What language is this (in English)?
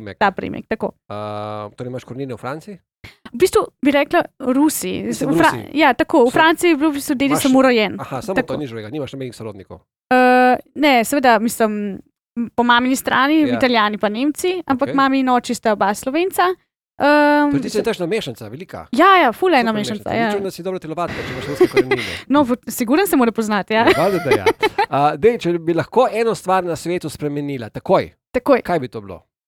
Slovenian